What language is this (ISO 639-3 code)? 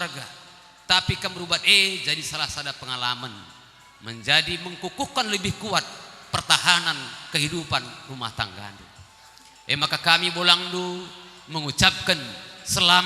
btx